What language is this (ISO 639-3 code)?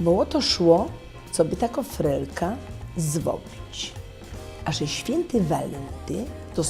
szl